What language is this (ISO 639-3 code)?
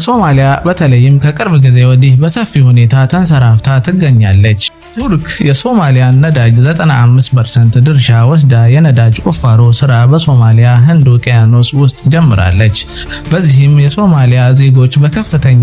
amh